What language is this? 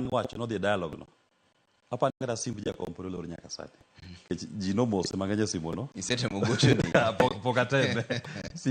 Luo (Kenya and Tanzania)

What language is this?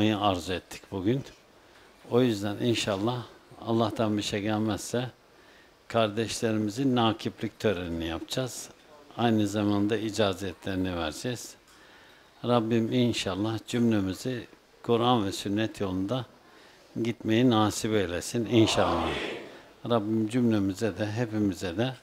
Turkish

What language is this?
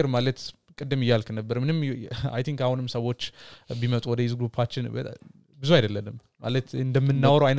Amharic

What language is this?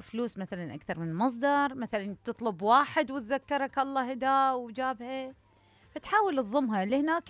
Mesopotamian Arabic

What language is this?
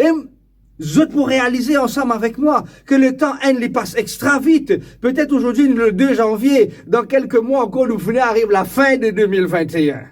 Morisyen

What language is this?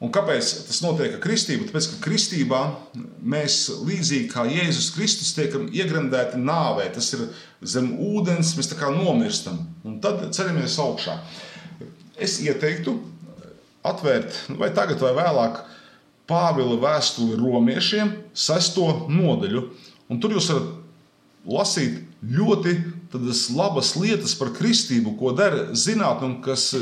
Latvian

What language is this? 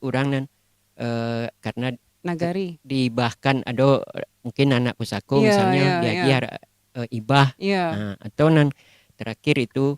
Minangkabau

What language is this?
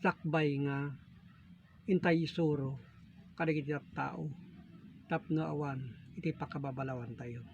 Iloko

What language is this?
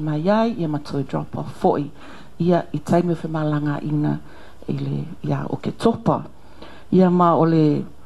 Samoan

